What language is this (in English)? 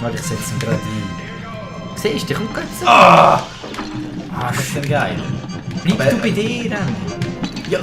Swiss German